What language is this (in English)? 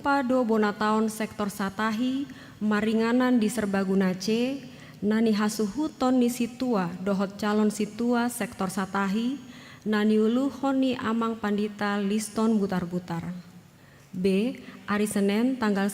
Batak Toba